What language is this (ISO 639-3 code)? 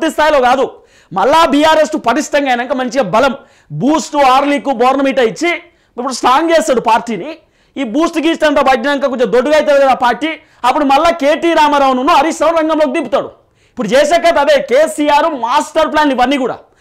tel